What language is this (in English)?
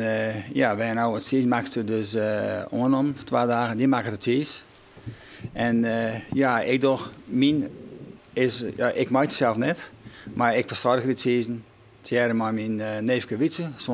Western Frisian